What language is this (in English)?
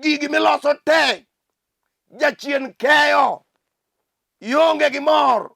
Luo (Kenya and Tanzania)